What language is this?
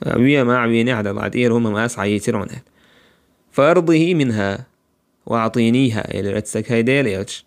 Chechen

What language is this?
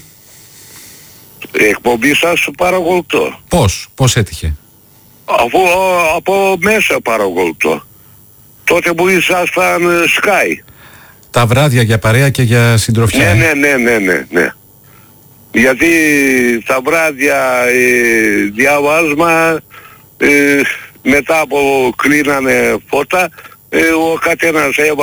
Greek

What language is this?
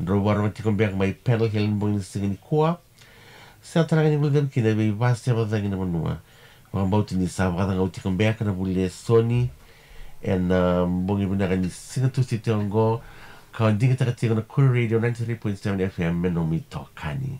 Fijian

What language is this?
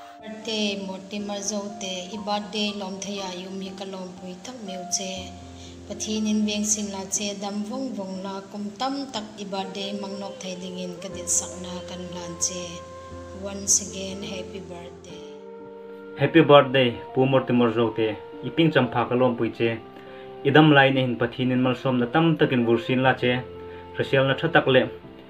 Hmar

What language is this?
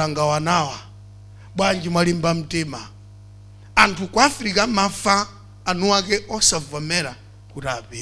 Nyanja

